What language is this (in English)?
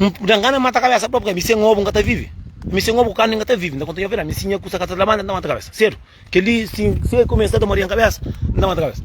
Kabuverdianu